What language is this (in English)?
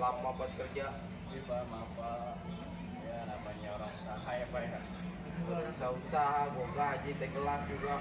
Betawi